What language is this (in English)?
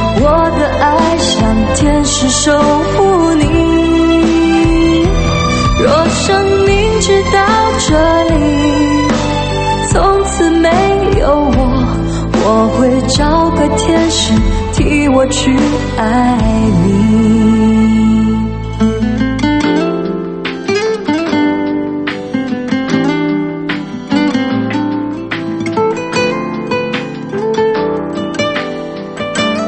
Chinese